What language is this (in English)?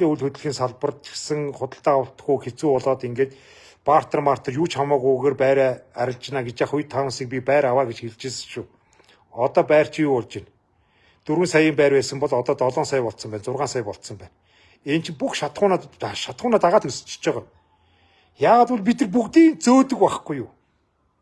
Mongolian